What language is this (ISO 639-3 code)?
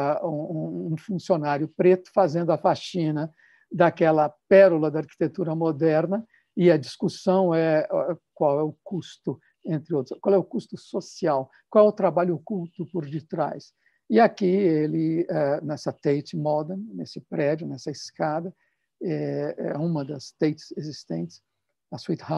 por